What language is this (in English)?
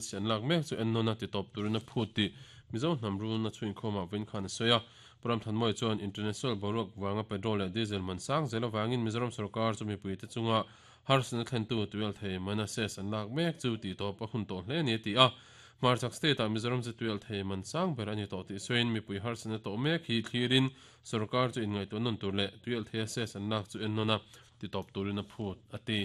Mizo